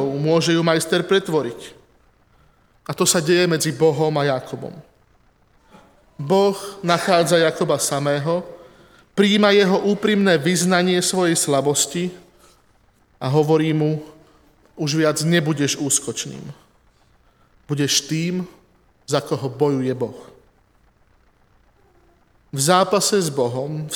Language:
Slovak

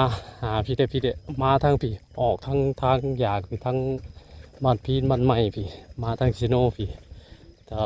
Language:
Northeastern Thai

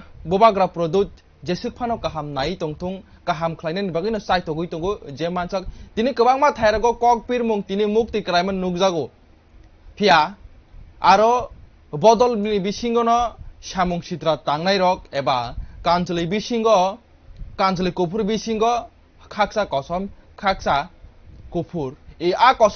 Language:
Kok Borok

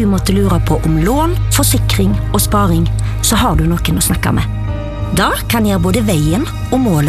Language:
Norwegian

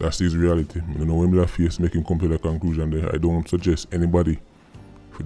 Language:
Jamaican Creole English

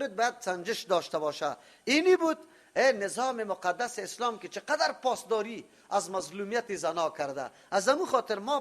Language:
Persian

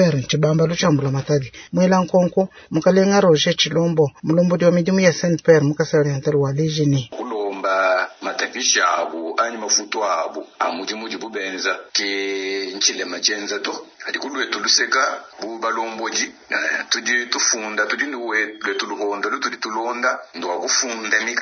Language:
Luba-Lulua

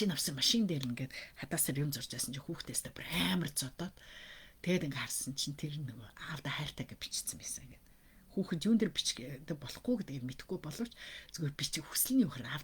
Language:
Mongolian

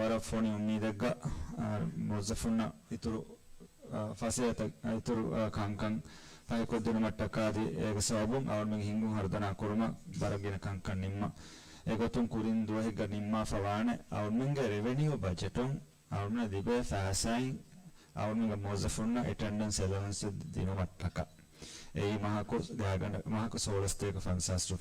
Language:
Divehi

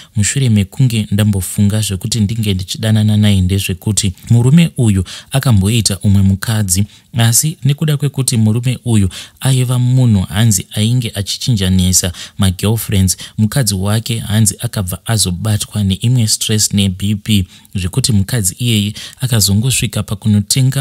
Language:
Shona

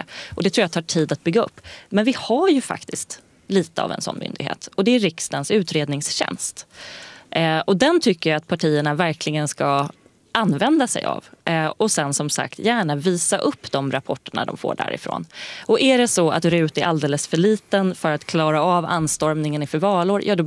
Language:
Swedish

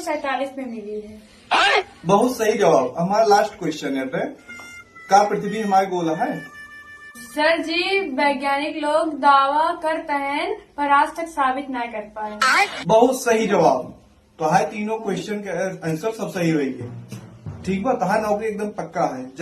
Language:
Awadhi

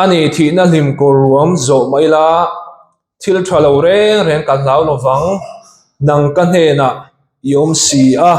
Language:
Mizo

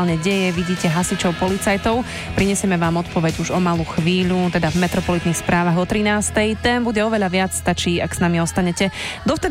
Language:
Slovak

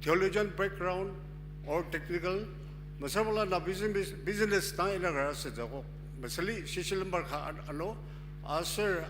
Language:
Ao Naga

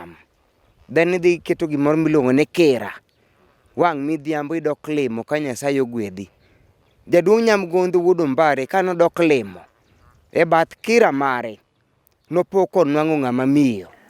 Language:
Luo (Kenya and Tanzania)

